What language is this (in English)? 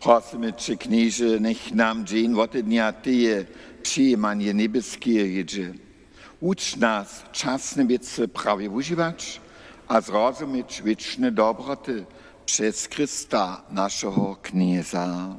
Upper Sorbian